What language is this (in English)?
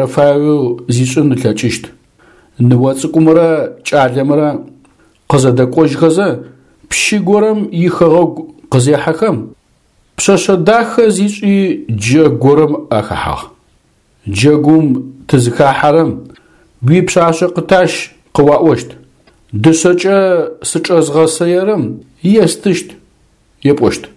Adyghe